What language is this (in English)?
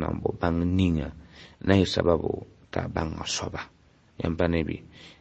Mossi